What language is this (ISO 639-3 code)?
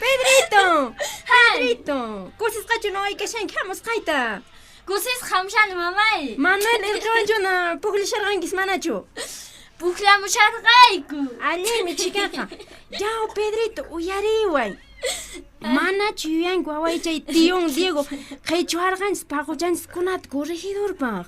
que